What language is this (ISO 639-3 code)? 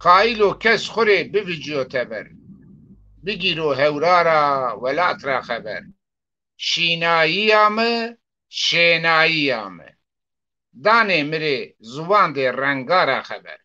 zza